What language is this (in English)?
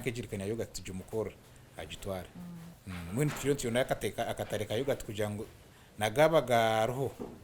Nyankole